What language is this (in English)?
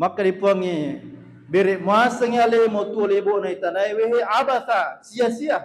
Buginese